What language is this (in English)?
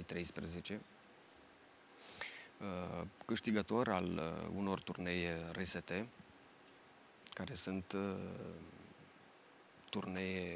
Romanian